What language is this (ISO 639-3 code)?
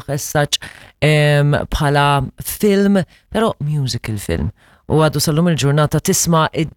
mlt